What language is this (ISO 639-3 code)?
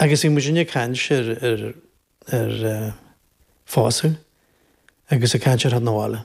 gle